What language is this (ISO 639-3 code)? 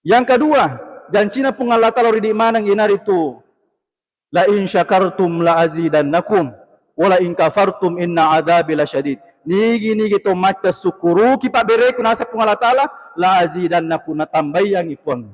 bug